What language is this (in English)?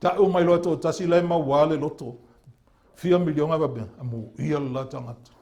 Samoan